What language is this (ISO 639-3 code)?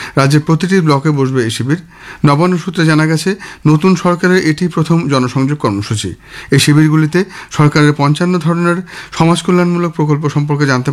ben